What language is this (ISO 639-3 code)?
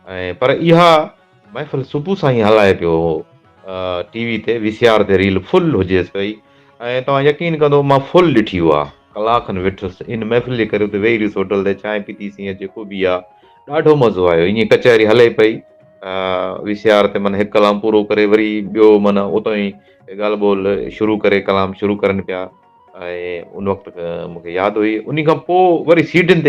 snd